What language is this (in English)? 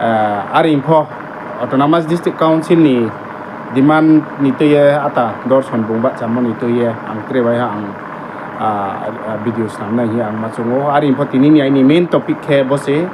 Riang (India)